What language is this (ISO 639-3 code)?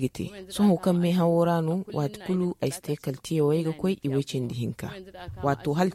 dje